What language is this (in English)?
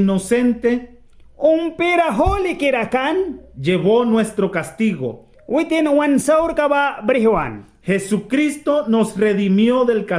Mískito